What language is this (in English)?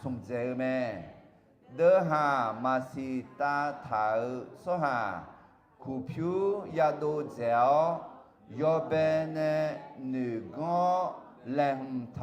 Akha